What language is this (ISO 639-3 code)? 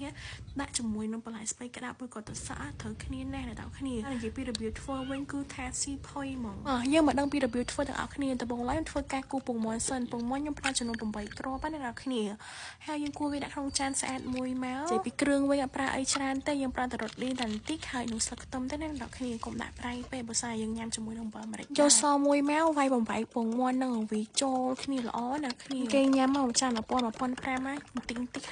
khm